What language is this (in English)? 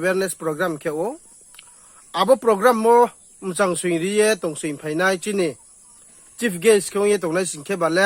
Riang (India)